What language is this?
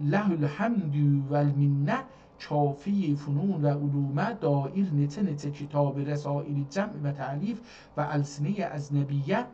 South Azerbaijani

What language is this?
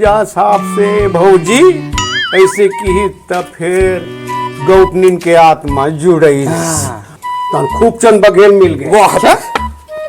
Chhattisgarhi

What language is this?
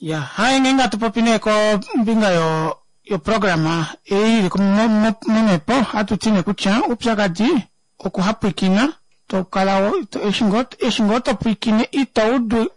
Kuanyama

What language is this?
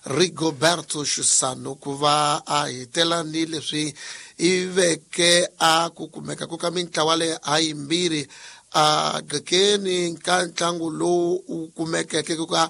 Tsonga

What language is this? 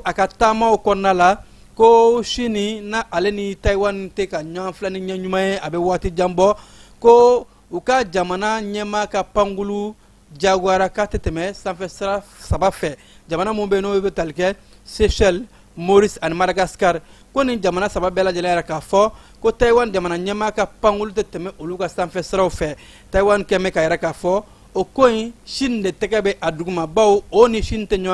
Bambara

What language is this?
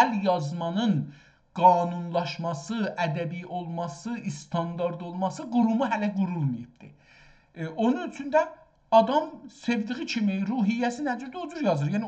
South Azerbaijani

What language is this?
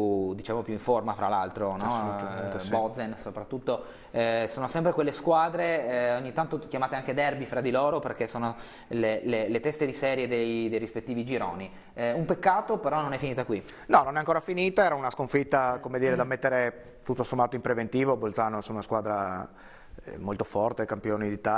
Italian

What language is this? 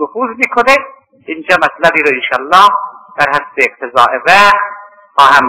Persian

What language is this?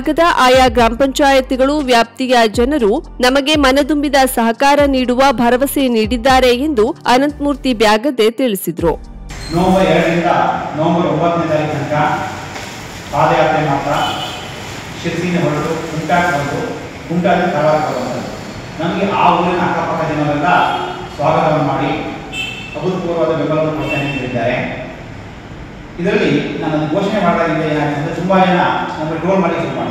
Kannada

